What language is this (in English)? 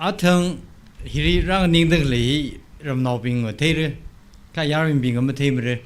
Tangkhul Naga (India)